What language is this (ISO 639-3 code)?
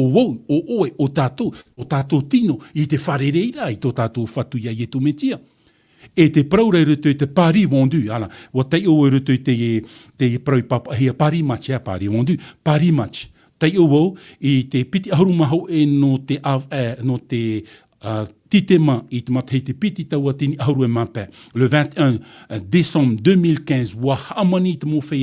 tah